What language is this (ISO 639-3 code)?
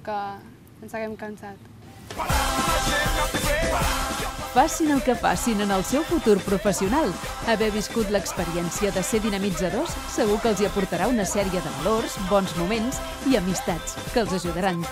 cat